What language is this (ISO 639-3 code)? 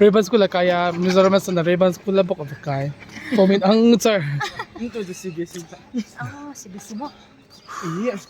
hmr